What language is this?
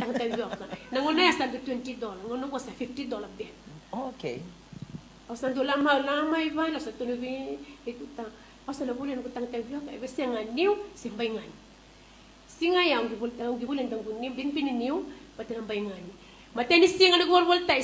Fijian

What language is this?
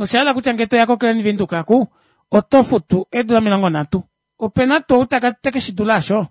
Kuanyama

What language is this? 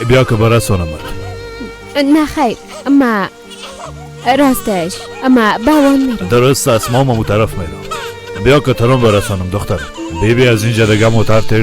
Persian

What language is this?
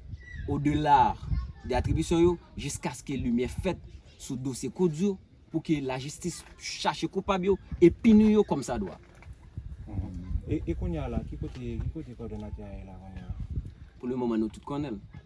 Haitian Creole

